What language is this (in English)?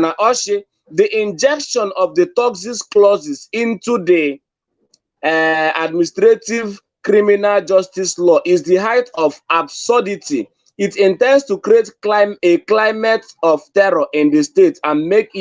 Igbo